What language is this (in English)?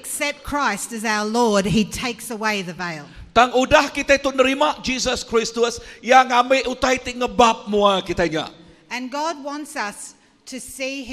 Iban